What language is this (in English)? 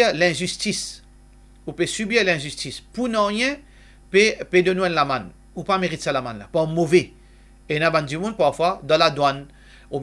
Morisyen